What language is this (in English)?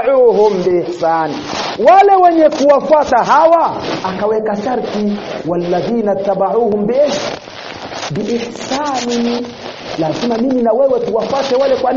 Swahili